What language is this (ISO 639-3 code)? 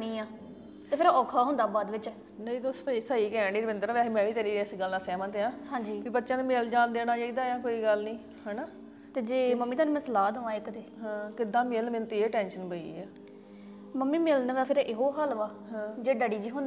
pan